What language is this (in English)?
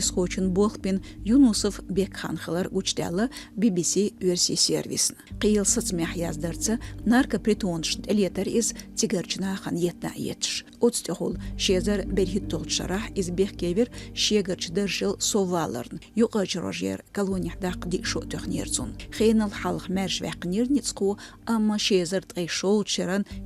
Chechen